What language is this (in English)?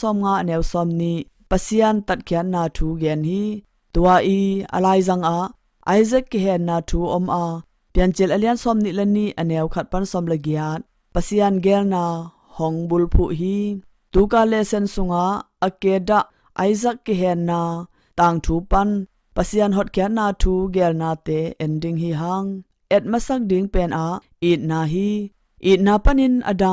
Tedim Chin